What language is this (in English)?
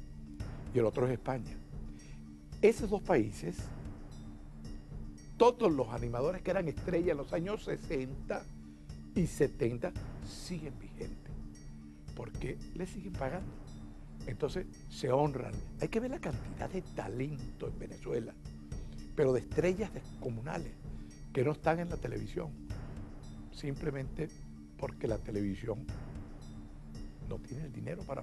Spanish